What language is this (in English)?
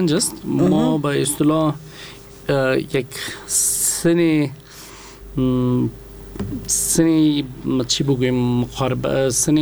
Persian